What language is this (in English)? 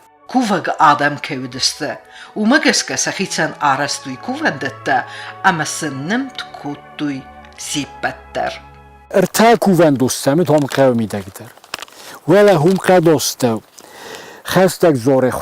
Ossetic